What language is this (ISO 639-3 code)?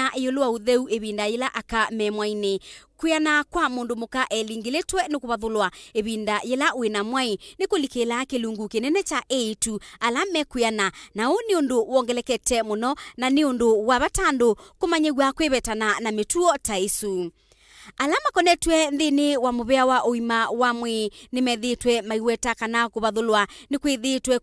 kam